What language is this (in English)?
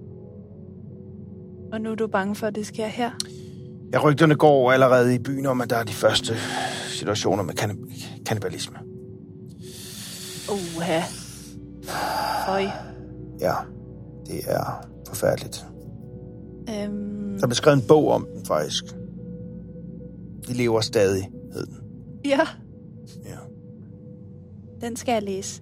Danish